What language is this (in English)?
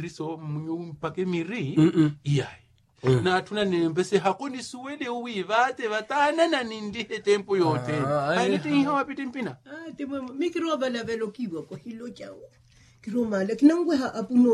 Makhuwa